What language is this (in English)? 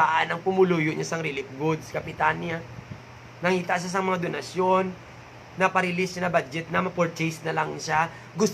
Hiligaynon